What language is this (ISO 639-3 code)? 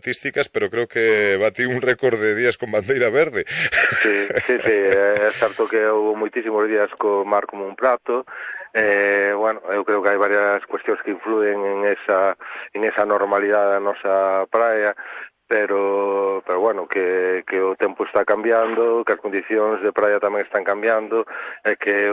glg